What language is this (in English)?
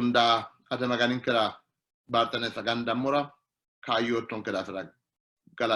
Sidamo